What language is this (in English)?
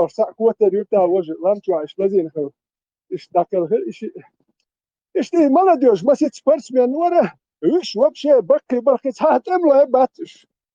Chechen